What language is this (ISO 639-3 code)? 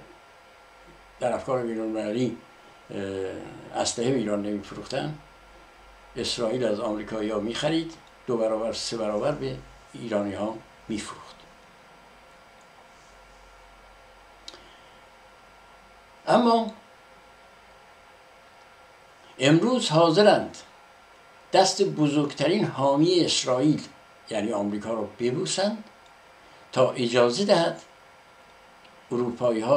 fas